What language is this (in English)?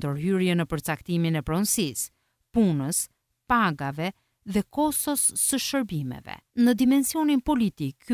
Albanian